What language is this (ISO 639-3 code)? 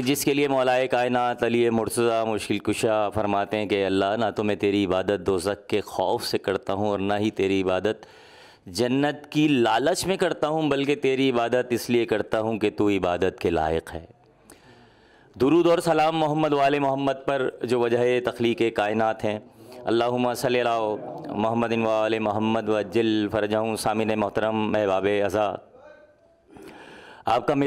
urd